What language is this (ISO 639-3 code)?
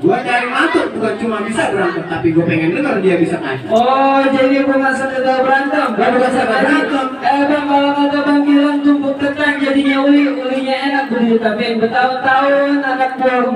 bew